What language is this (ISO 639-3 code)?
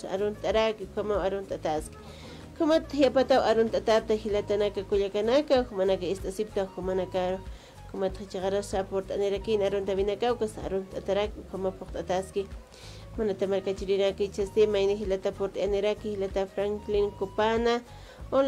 aym